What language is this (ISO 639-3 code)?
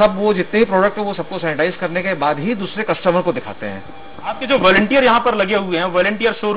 hin